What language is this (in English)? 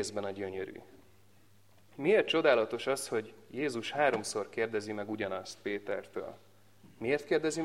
Hungarian